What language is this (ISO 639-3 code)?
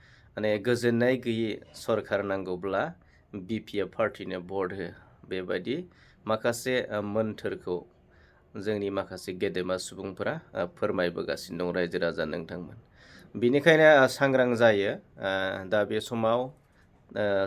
brx